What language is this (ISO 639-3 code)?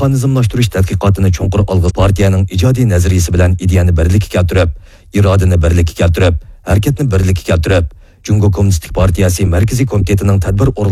uig